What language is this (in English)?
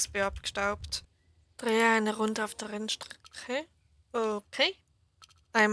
Swiss German